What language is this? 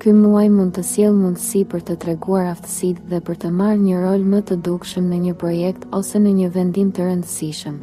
Albanian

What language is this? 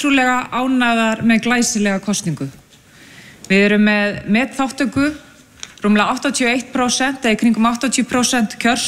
Icelandic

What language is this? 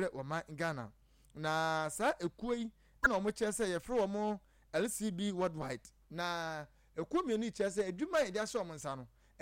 Akan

